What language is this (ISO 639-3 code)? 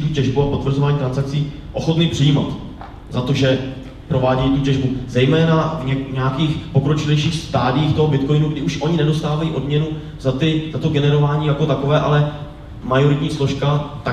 ces